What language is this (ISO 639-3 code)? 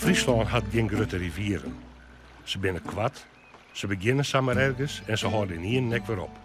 fry